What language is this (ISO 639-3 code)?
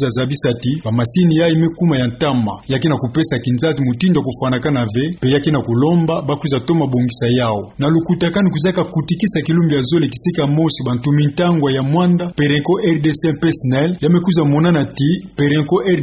ktu